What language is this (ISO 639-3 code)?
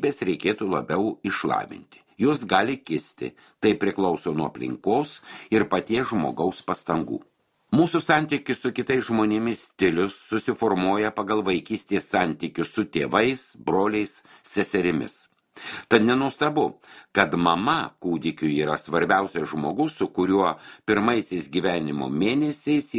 lit